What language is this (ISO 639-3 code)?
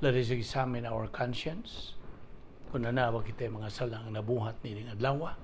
ceb